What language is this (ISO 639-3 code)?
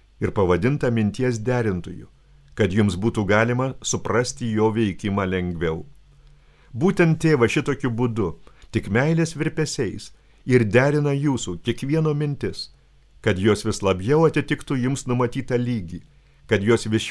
lit